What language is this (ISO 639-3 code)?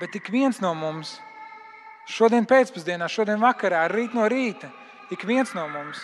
lav